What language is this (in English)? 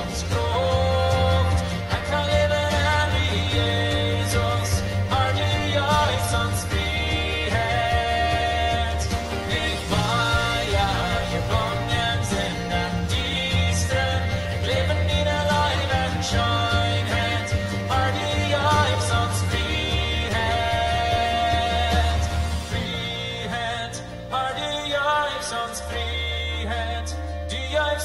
Plautdietsch